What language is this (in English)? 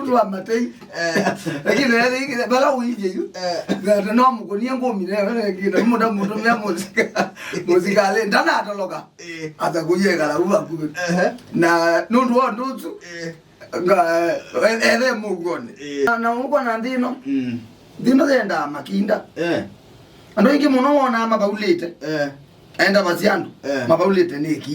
Kamba